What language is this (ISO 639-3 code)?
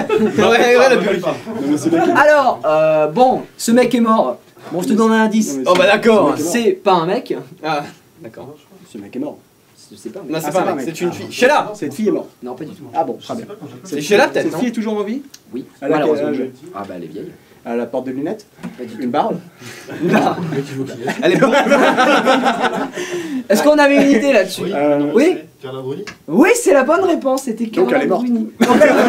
fra